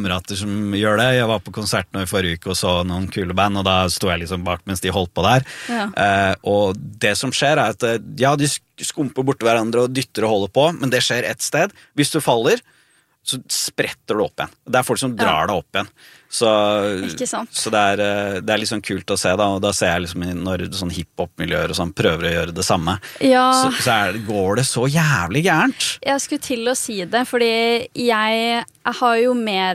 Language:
Norwegian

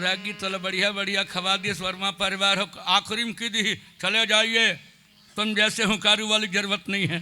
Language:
Chhattisgarhi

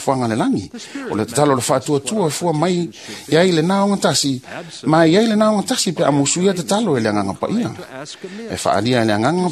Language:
Samoan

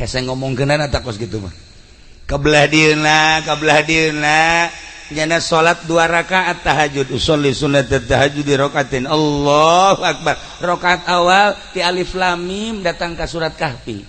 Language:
Sundanese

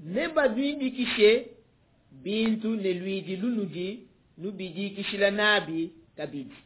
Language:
Luba-Lulua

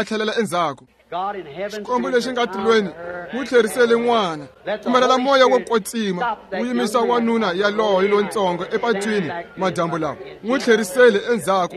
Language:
Tsonga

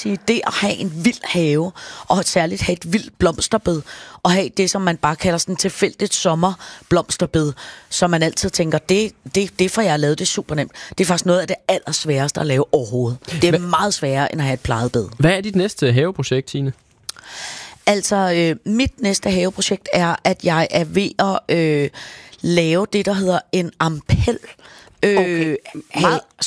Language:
Danish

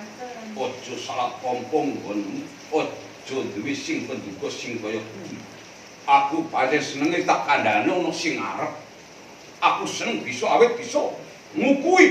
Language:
Javanese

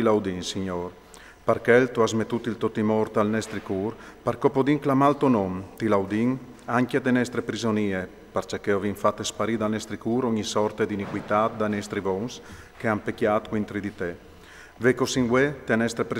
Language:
Friulian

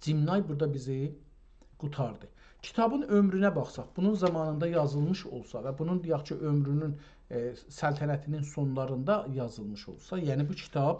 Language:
South Azerbaijani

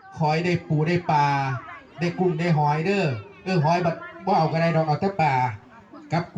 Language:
Northeastern Thai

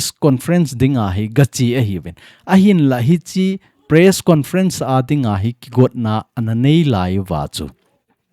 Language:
Thado Chin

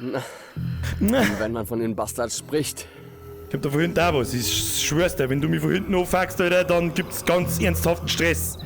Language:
Bavarian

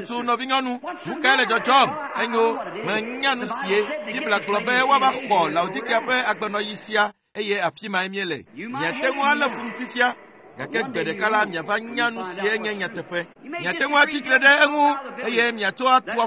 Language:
Ewe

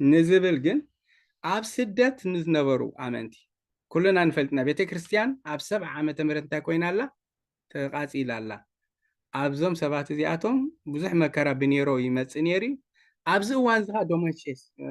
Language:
Tigrinya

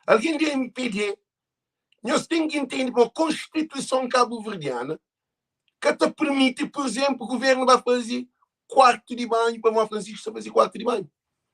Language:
Kabuverdianu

